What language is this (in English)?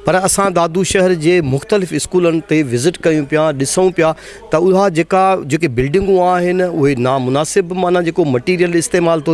Sindhi